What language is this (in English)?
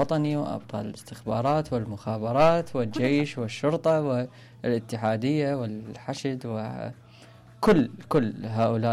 Mesopotamian Arabic